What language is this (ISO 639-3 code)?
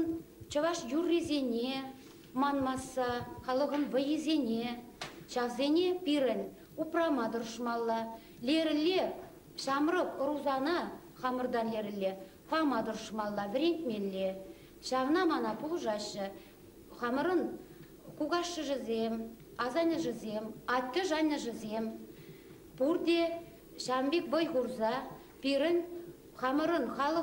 chv